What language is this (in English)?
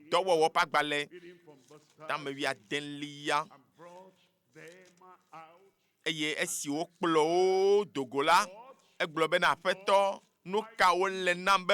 Ewe